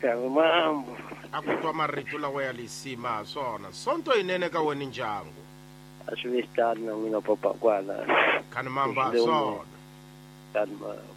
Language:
Tsonga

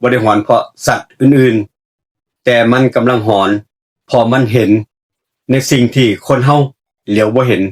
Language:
Northeastern Thai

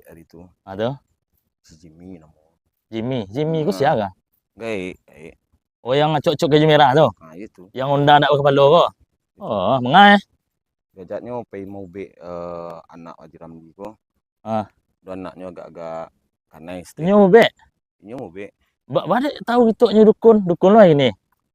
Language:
Minangkabau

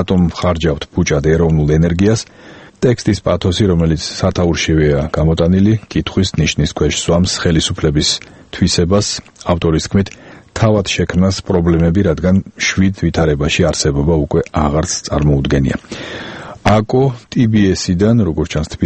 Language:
Georgian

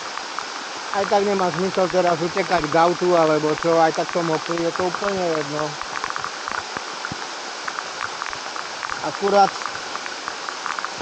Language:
Slovak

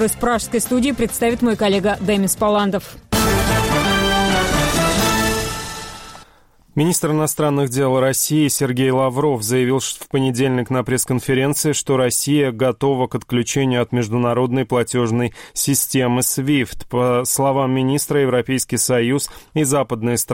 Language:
Russian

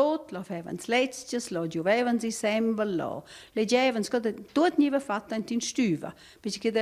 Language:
Romansh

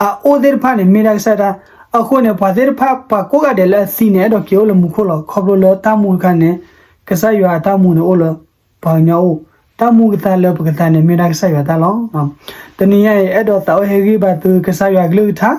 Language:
S'gaw Karen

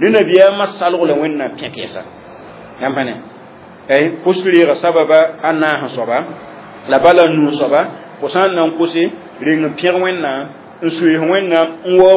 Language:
Mossi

